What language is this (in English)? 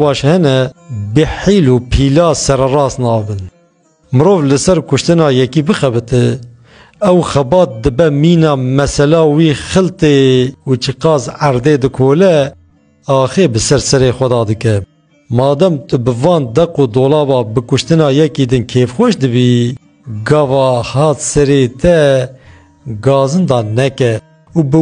Kurdish